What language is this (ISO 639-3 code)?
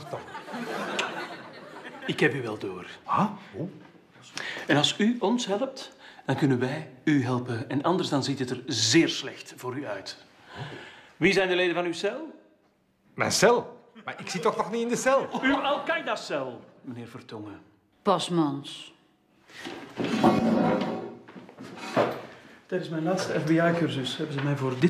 nld